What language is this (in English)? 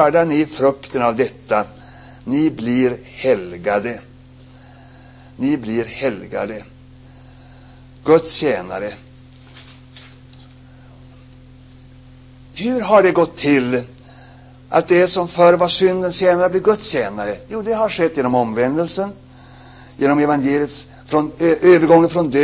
Swedish